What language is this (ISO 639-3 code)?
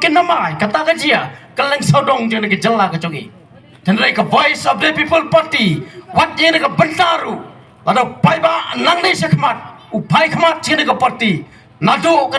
kha